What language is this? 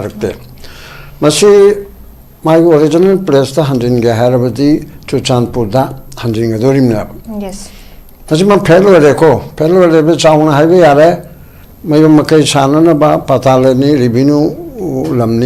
Manipuri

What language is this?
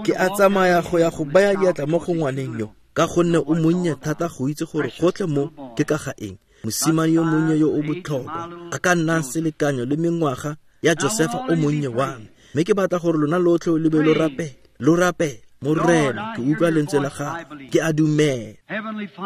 Tswana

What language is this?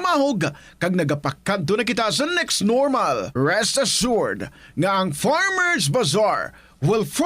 Hiligaynon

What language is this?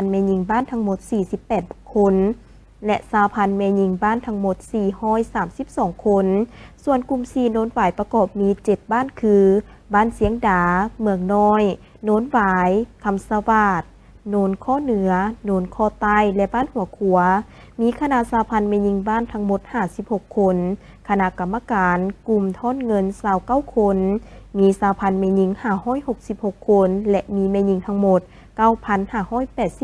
Lao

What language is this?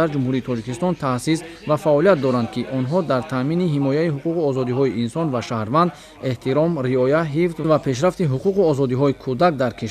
Tajik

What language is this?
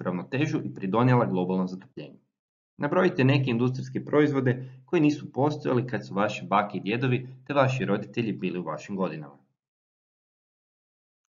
Croatian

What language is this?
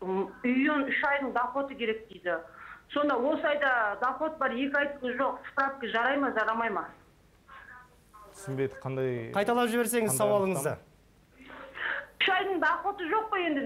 Kazakh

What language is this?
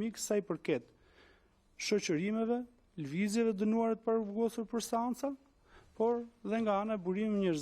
Albanian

